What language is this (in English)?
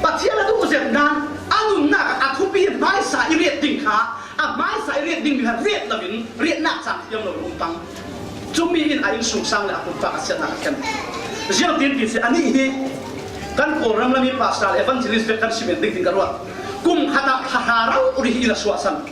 Falam Chin